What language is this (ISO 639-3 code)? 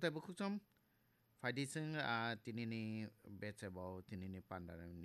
trp